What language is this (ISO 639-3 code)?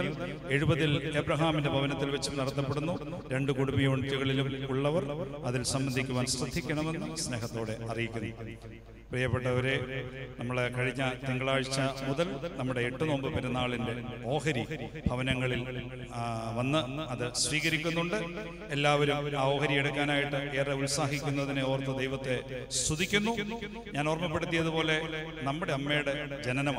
mal